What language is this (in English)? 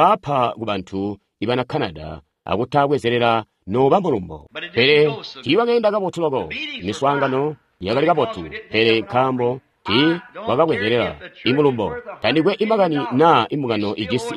Tonga (Zambia)